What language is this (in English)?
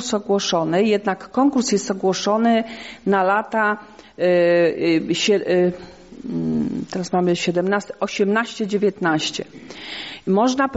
Polish